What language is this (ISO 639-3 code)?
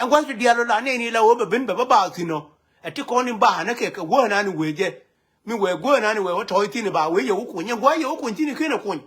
nus